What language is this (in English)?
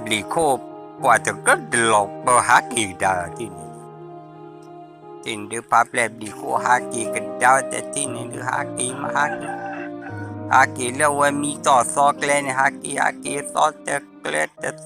S'gaw Karen